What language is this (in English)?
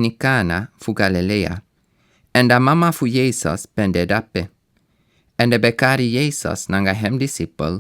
Sranan Tongo